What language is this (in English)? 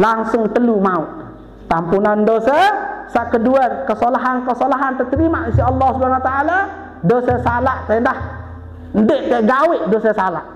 Sasak